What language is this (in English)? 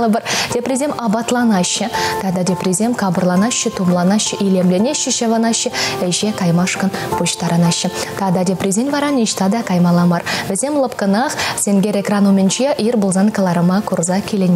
Chuvash